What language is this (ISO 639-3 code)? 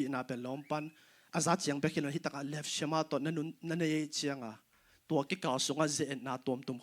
ctd